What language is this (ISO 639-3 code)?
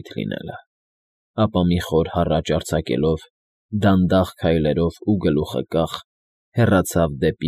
hye